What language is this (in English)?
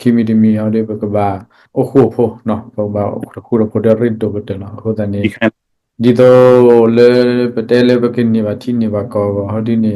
S'gaw Karen